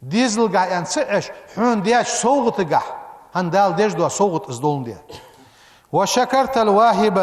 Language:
Ingush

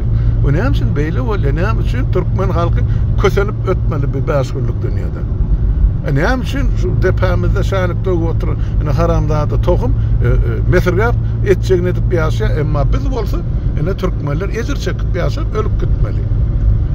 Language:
Turkmen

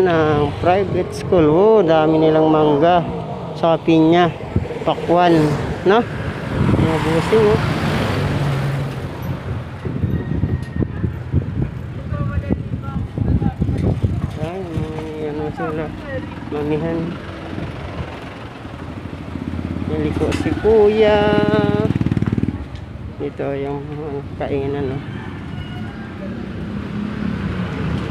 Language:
Filipino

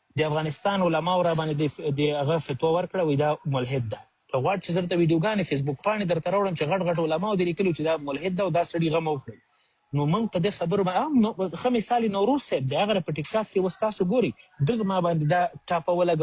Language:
Pashto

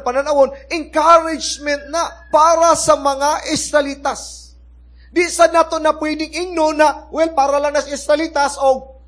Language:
Cebuano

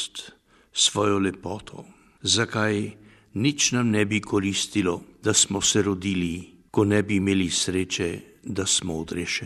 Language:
Slovenian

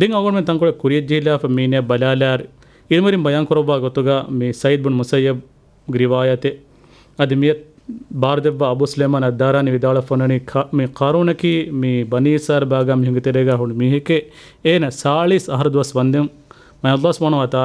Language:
Divehi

